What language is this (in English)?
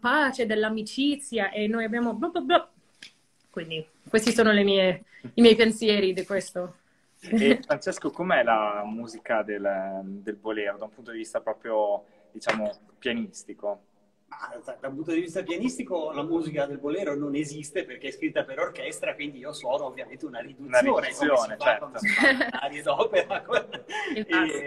Italian